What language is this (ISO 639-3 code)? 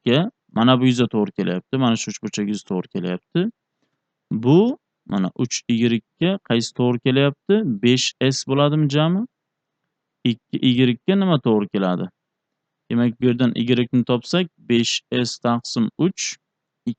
uzb